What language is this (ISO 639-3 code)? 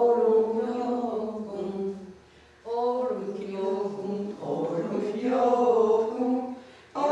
moh